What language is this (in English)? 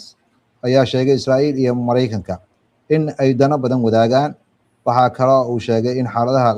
Somali